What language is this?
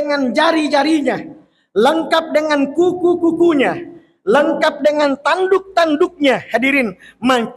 Buginese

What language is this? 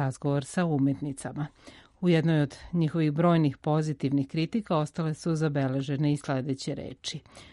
Serbian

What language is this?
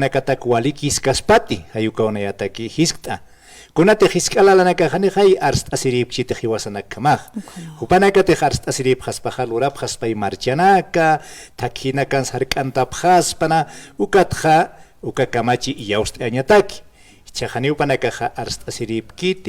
Aymara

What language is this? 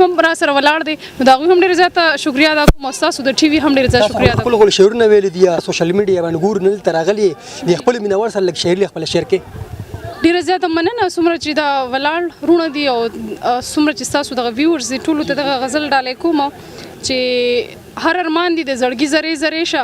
Pashto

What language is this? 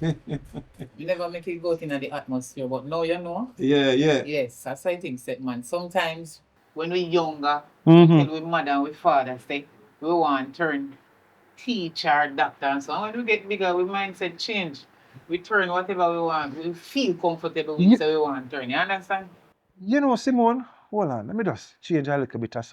Jamaican Creole English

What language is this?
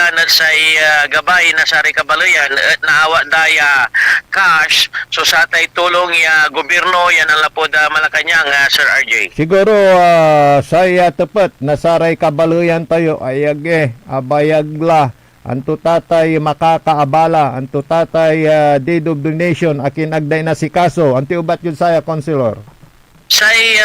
Pangasinan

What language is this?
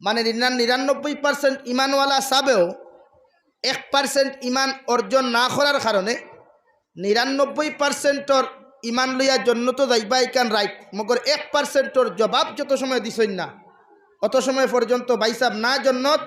Sylheti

